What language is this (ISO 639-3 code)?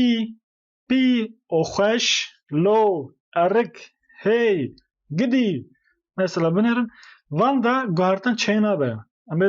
kur